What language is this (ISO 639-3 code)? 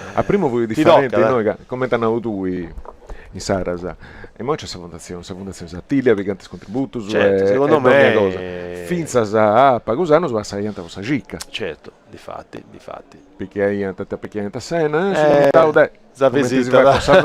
srd